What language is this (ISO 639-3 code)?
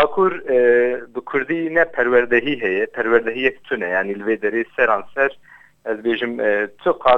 kur